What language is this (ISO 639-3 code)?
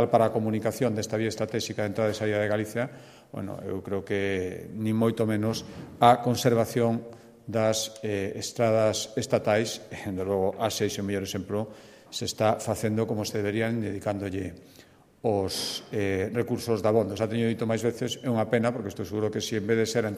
glg